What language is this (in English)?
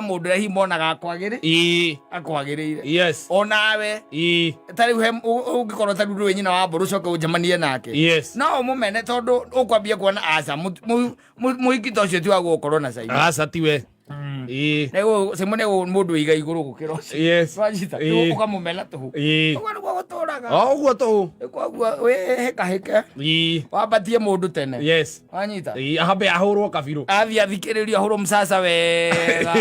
Kikuyu